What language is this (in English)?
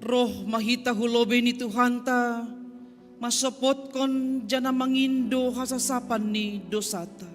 Batak Simalungun